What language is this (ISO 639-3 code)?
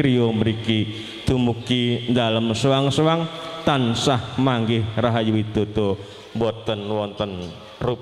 jav